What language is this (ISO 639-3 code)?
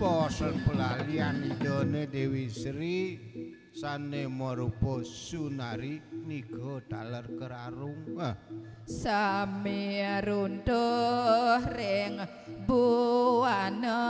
ban